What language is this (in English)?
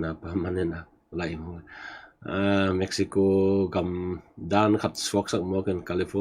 Tedim Chin